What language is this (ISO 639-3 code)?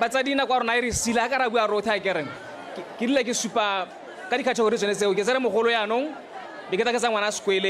tsn